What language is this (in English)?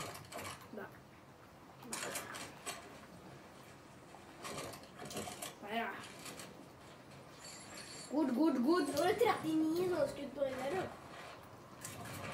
Norwegian